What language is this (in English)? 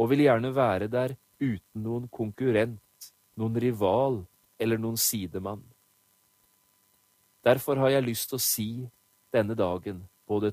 Norwegian